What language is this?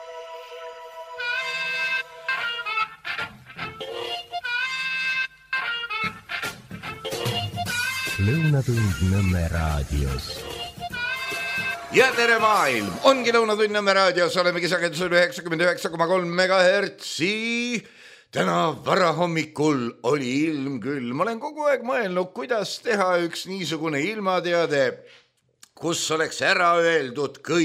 Estonian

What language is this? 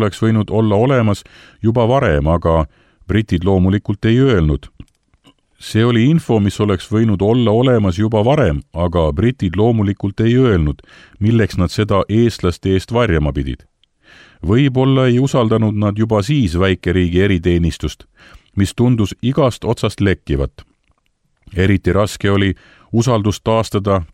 Estonian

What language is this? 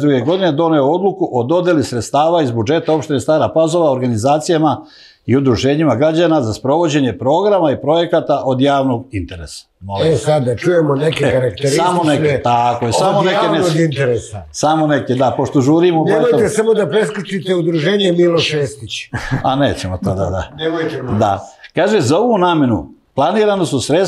Serbian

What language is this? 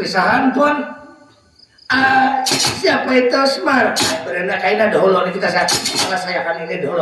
Banjar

